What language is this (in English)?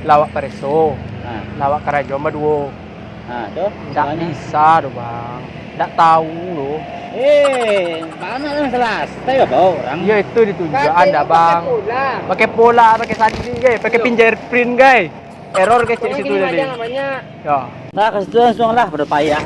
Minangkabau